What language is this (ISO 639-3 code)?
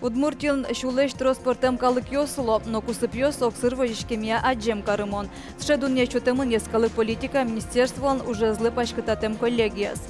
udm